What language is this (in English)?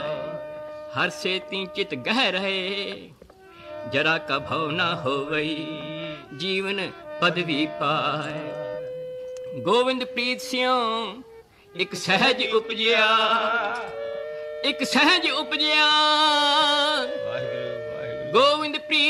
Punjabi